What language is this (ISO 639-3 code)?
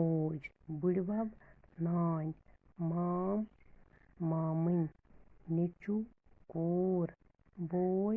kas